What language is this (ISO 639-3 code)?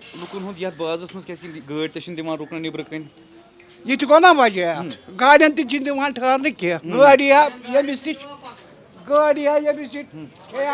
kas